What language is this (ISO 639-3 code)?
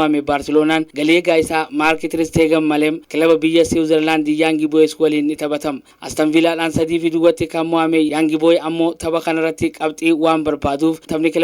orm